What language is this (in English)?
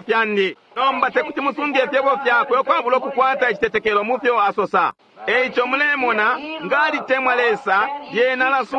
Bemba